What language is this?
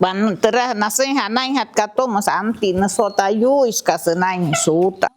Wayuu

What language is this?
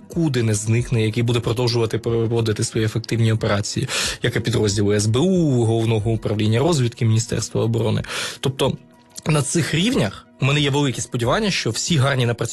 Ukrainian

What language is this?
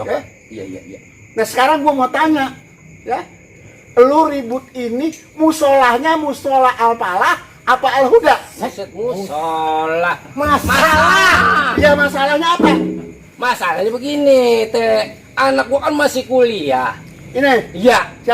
Betawi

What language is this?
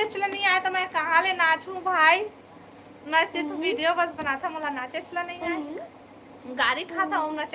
Chhattisgarhi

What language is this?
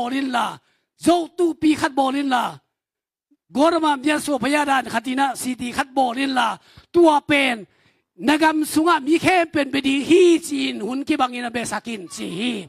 Tedim Chin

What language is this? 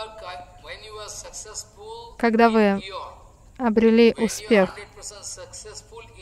Russian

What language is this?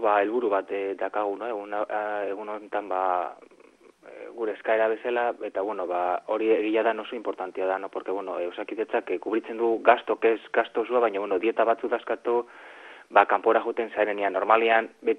Basque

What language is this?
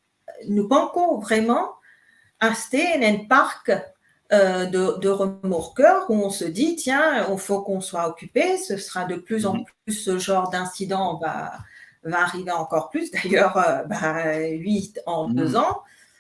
Morisyen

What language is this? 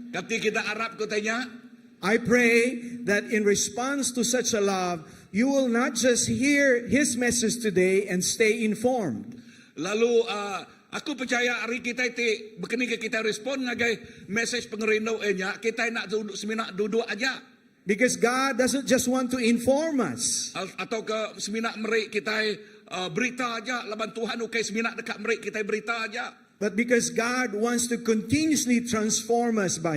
Iban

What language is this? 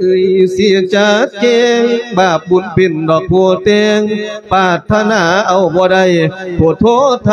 Lao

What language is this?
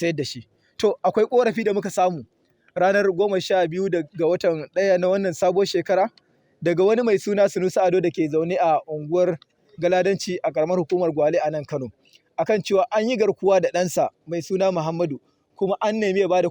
Hausa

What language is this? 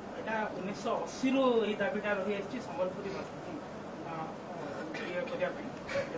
Odia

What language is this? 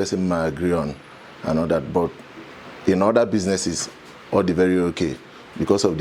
Igbo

